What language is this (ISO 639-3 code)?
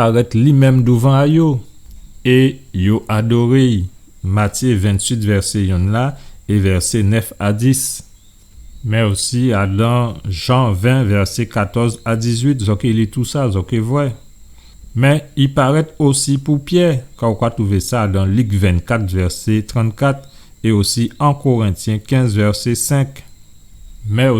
gcf